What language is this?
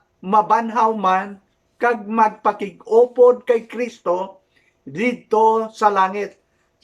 Hiligaynon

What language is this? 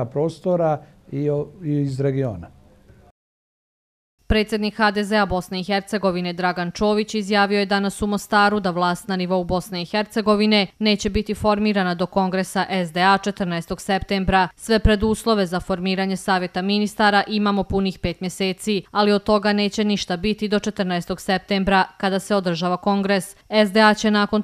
Bosnian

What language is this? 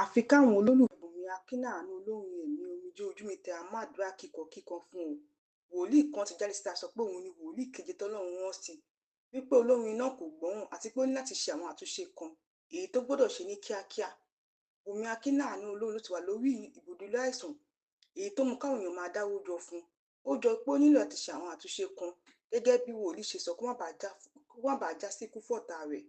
Yoruba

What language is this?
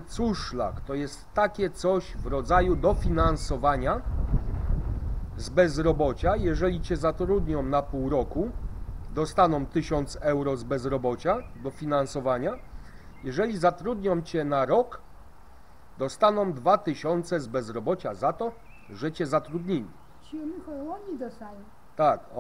Polish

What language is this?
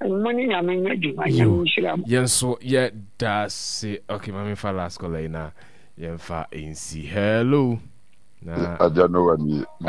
Akan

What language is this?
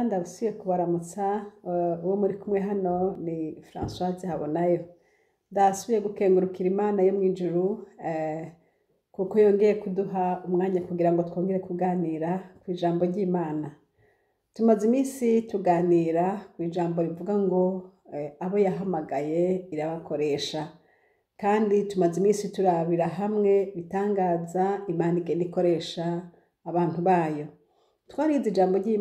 Rundi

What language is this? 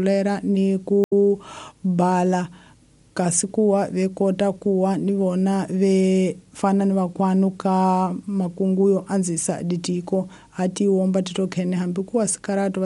Tsonga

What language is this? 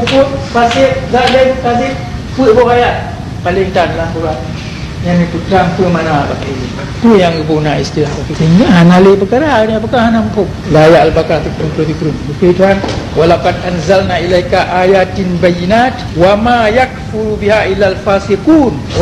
Achinese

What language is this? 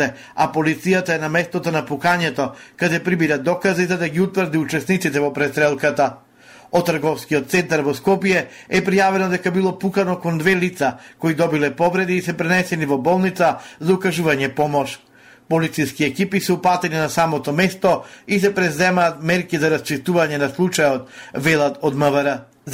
Macedonian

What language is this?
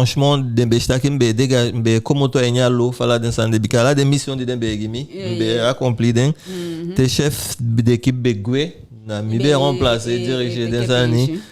Eastern Maroon Creole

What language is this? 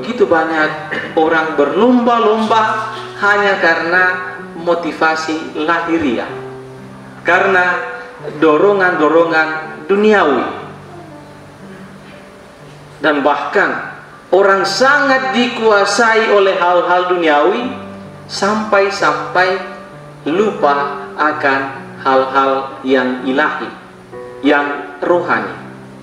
Indonesian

